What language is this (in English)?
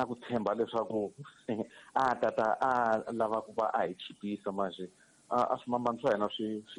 Tsonga